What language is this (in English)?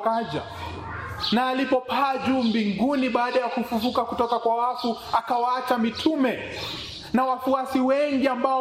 Swahili